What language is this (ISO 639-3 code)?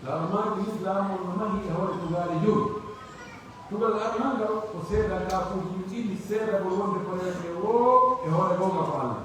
fuf